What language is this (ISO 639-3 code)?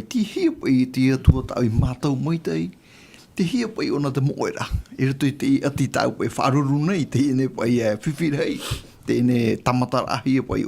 tah